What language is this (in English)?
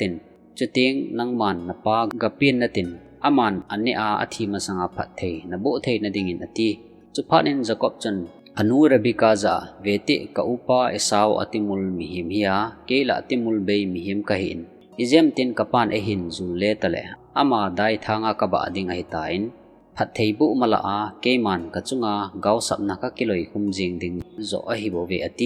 Thado Chin